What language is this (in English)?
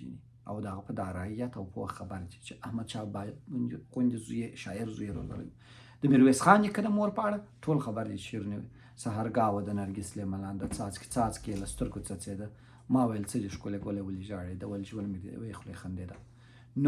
Pashto